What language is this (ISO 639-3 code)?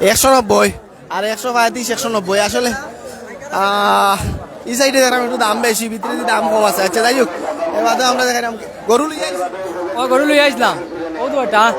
syl